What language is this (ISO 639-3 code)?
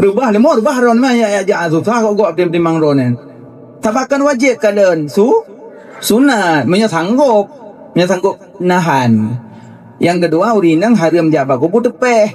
ace